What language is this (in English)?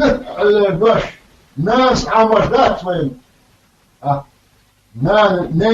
Chechen